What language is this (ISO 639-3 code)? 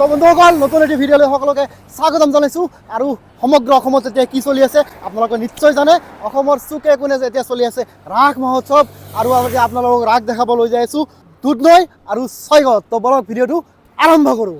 asm